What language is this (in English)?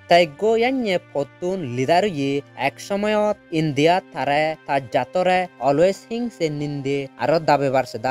Chakma